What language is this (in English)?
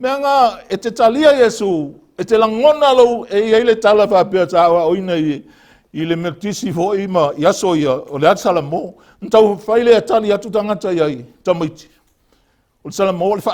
Samoan